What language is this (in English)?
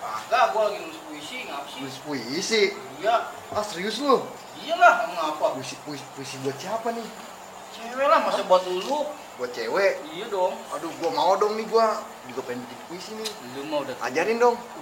Betawi